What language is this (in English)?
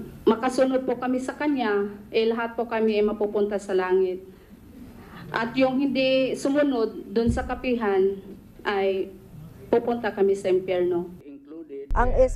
Filipino